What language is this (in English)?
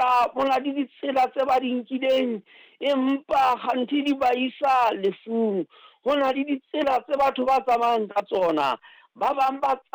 Southern Sotho